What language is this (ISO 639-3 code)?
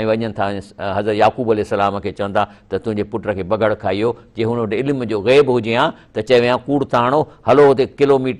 snd